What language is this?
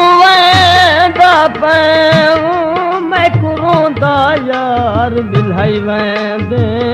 Saraiki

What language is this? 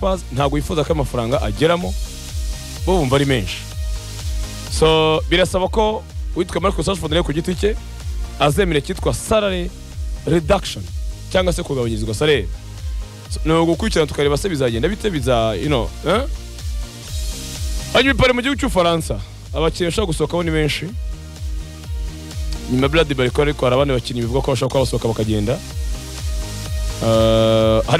Kinyarwanda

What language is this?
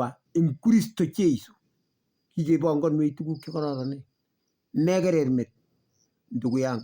Kalenjin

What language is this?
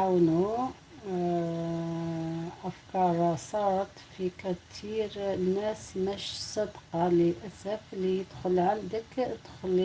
Algerian Arabic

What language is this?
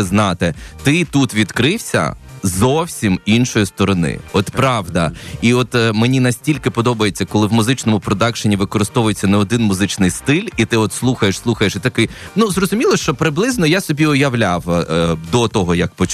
Ukrainian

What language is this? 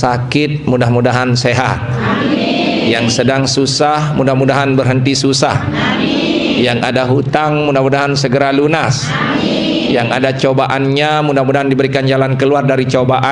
Sasak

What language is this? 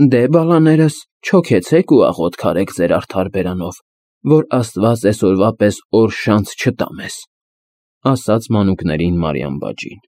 Armenian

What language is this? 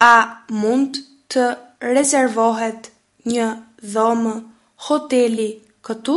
Albanian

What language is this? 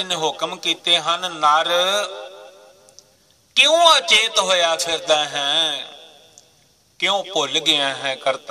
Punjabi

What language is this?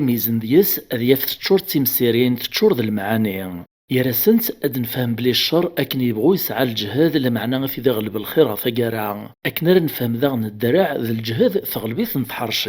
Kabyle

